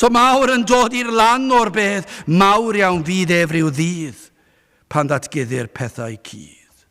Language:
Welsh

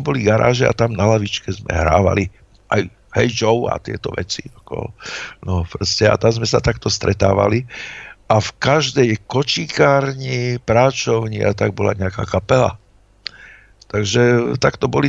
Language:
Slovak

